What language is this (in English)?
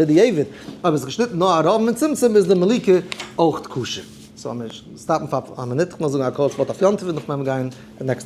Yiddish